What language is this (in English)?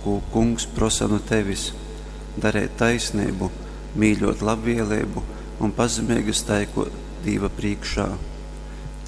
Latgalian